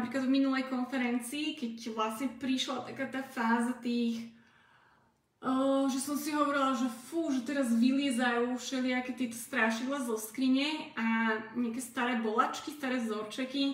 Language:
Slovak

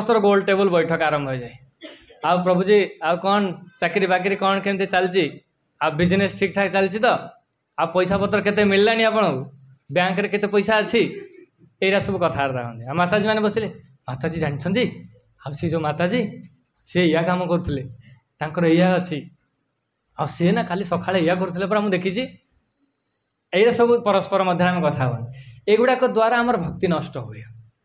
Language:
Odia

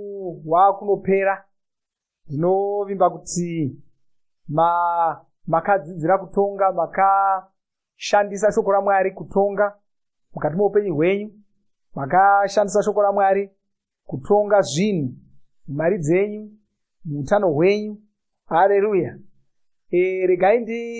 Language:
Shona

